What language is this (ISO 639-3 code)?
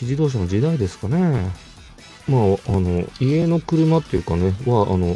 jpn